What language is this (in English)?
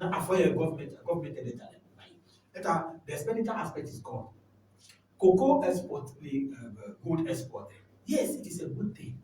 Ewe